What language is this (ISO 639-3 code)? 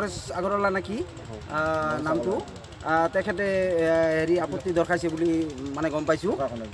asm